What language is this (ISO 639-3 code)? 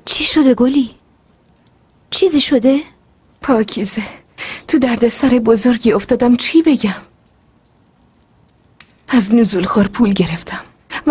fas